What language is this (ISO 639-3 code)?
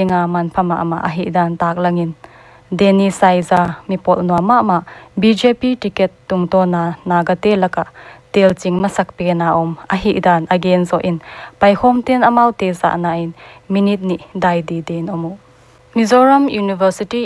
pck